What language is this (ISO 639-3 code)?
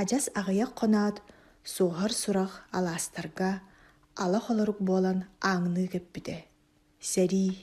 sah